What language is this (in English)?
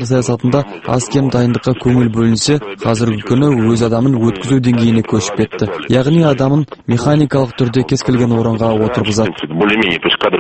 Kazakh